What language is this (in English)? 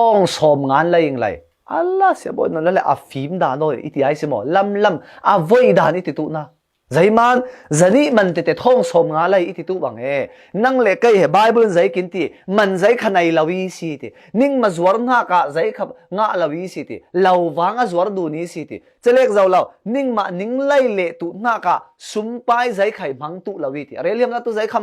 Falam Chin